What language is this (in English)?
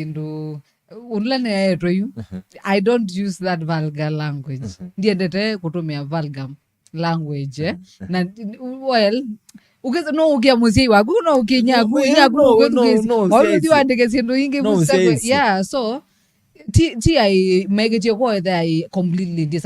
Kamba